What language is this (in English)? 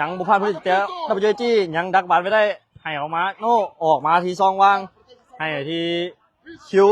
Lao